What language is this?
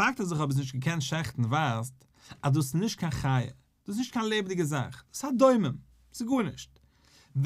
Yiddish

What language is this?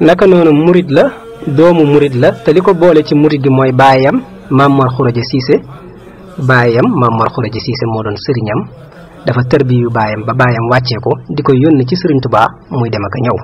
Wolof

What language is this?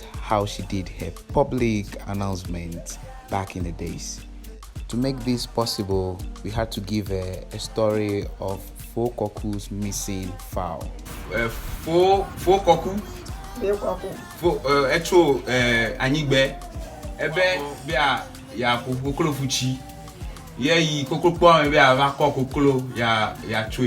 Ewe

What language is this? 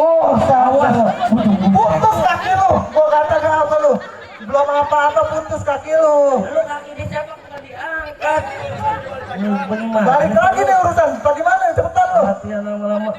Betawi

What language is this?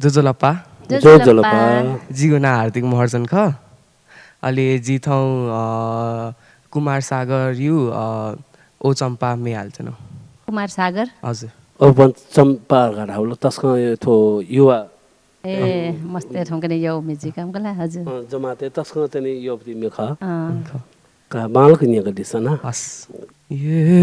Newari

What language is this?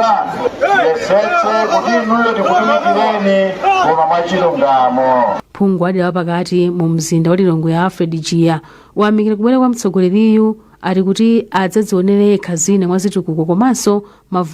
Nyanja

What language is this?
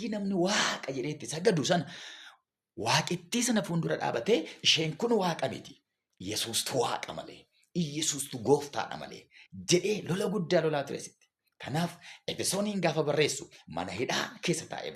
Oromo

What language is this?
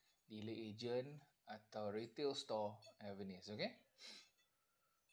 Malay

